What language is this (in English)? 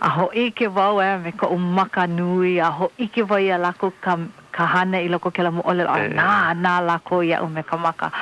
Hawaiian